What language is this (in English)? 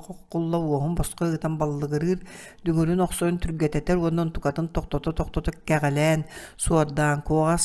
Yakut